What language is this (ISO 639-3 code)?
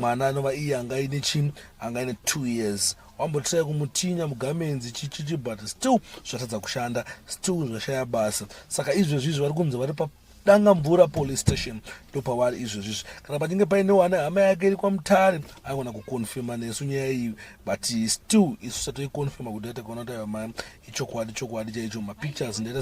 sna